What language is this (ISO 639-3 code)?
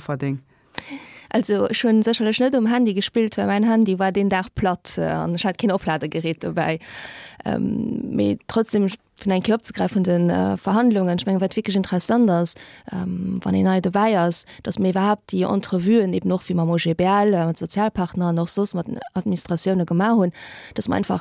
ltz